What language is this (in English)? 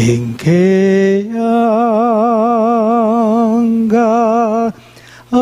Pampanga